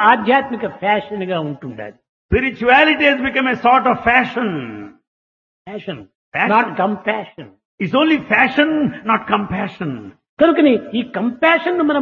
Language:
Telugu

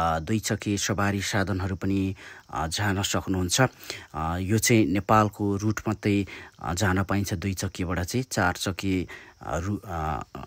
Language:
Nepali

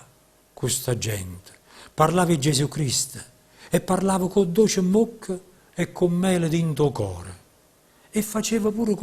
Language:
Neapolitan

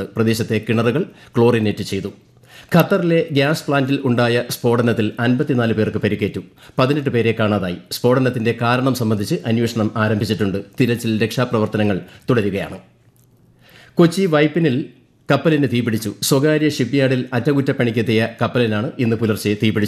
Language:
Malayalam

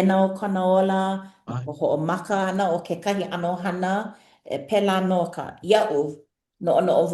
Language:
Hawaiian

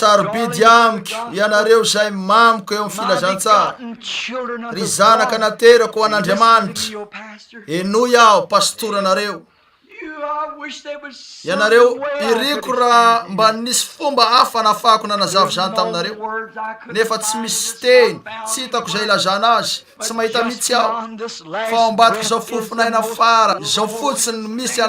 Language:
Malagasy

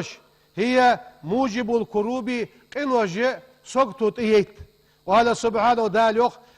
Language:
Ingush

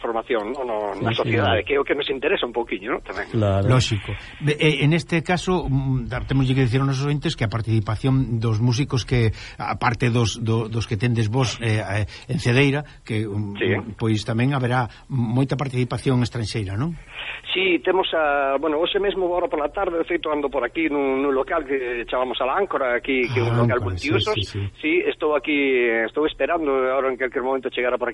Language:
Galician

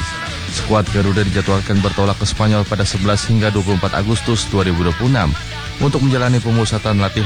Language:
Indonesian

